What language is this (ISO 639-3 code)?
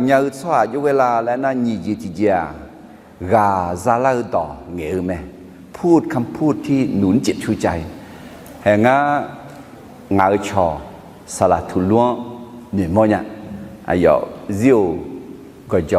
ahk